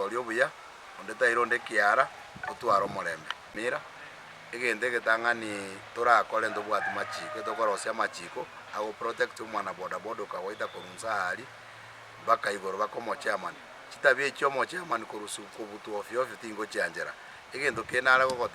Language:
Gusii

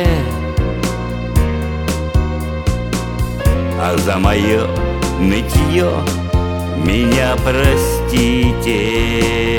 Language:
Russian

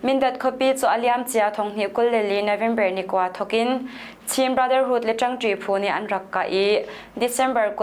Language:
Hakha Chin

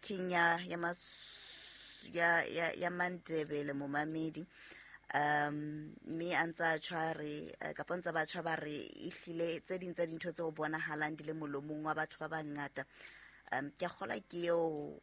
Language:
Southern Sotho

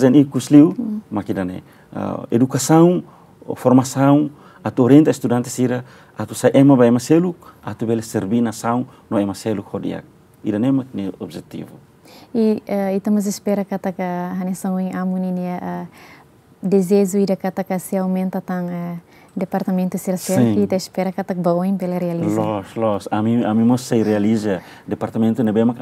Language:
Tetum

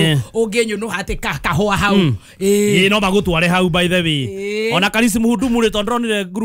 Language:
Kikuyu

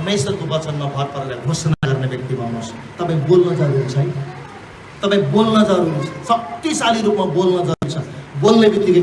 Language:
Nepali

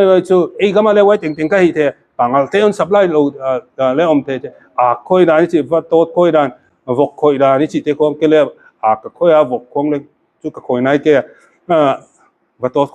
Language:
Paite Chin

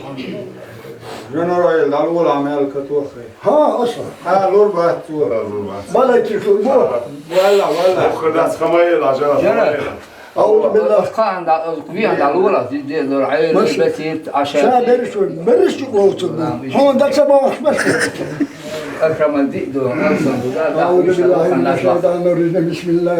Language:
Chechen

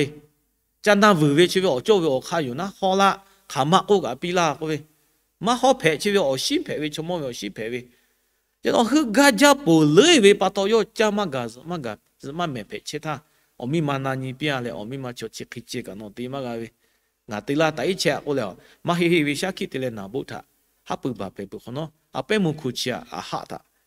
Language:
Lahu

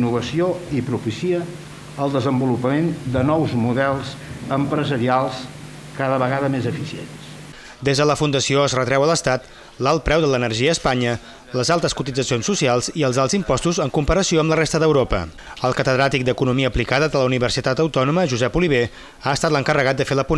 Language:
Catalan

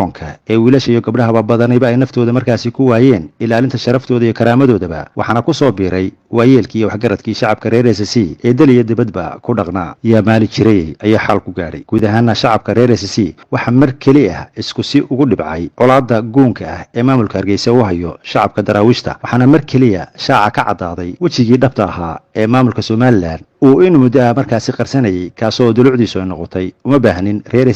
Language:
Somali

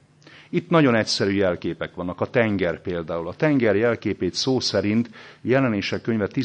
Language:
Hungarian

